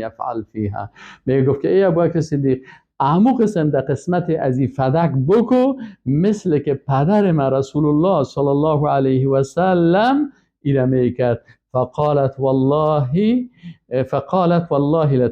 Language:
Persian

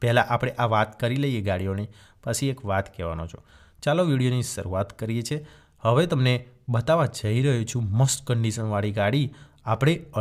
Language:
Gujarati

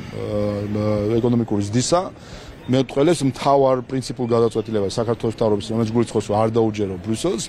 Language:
Georgian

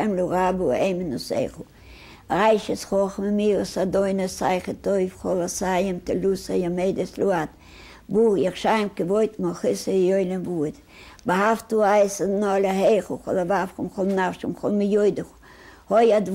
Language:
Yiddish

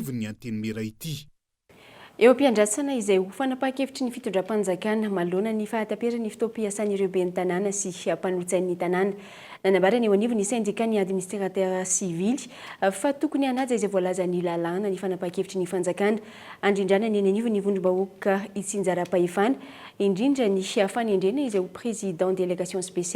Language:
Malagasy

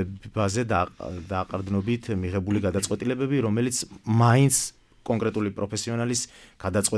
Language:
Georgian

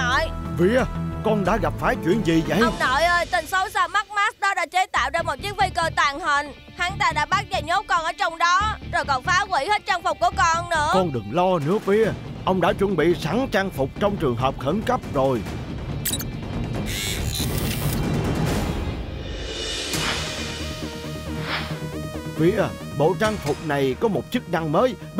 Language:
Vietnamese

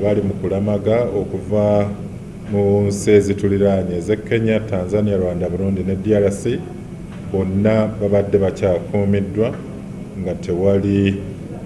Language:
Ganda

